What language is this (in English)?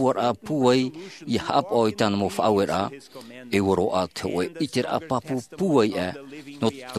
Tahitian